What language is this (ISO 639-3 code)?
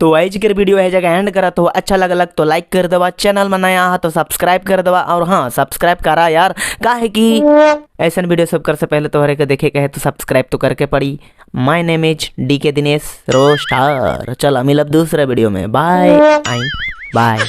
sck